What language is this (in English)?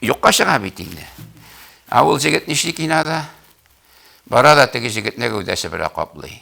Tatar